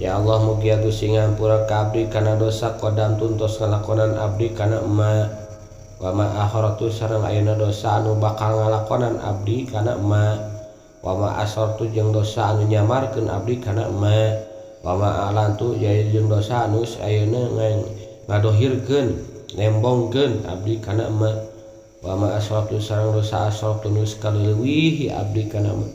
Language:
Sundanese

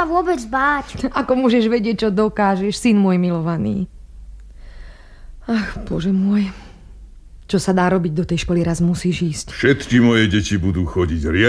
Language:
Slovak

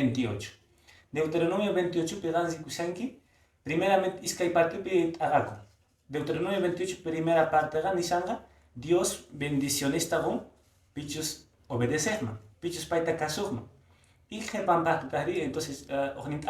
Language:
Quechua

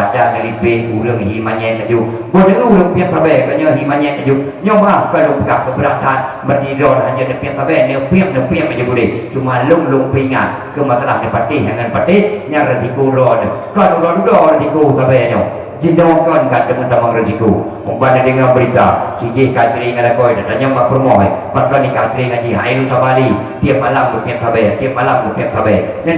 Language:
Achinese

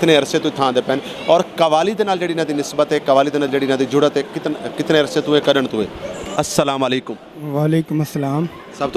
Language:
Western Panjabi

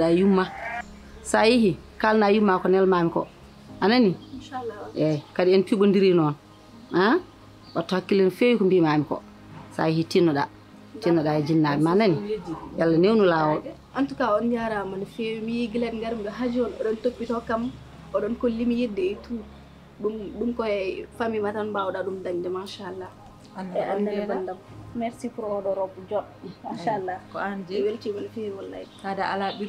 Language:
Fula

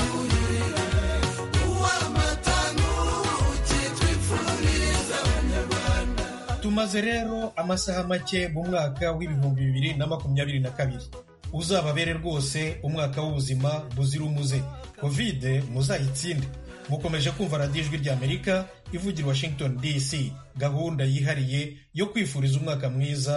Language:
Kinyarwanda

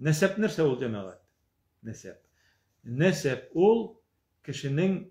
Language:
Tatar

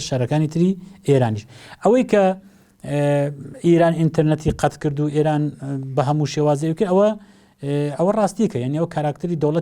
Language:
Central Kurdish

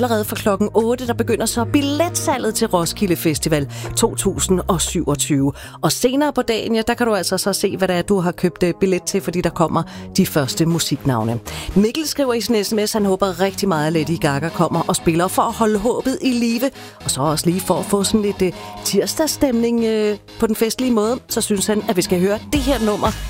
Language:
Danish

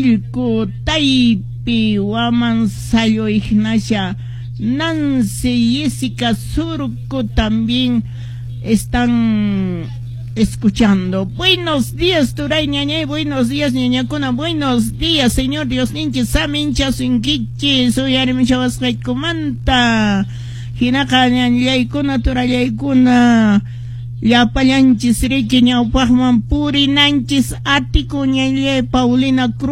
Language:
Quechua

